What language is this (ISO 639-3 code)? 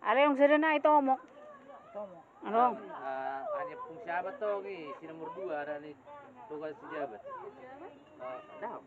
bbc